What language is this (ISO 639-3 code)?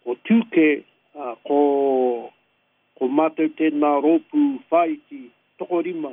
mri